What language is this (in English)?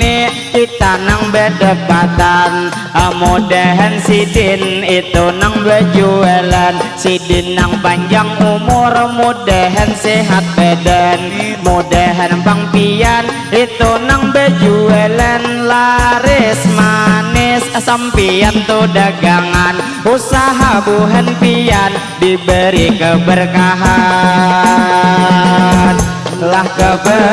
Banjar